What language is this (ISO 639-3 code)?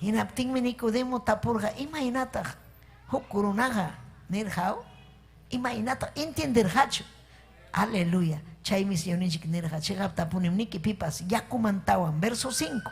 quy